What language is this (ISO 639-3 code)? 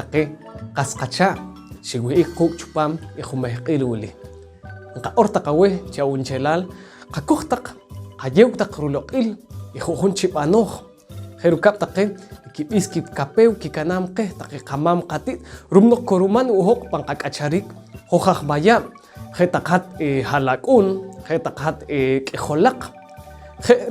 poh